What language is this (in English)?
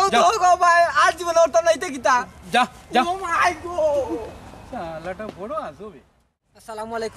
Sylheti